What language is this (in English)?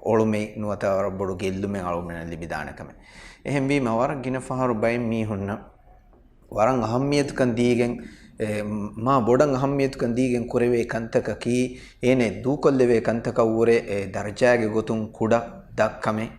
Divehi